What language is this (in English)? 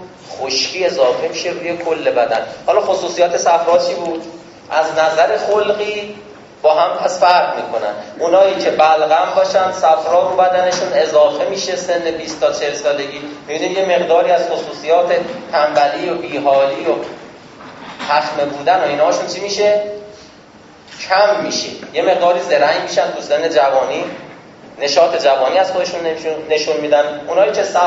Persian